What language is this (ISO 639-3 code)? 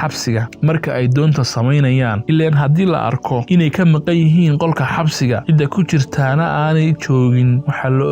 som